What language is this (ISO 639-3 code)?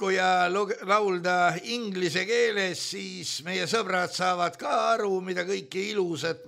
est